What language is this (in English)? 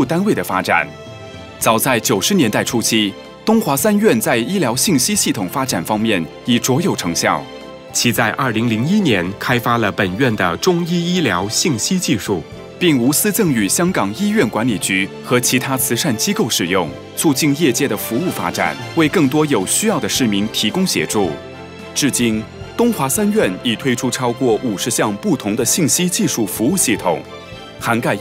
Chinese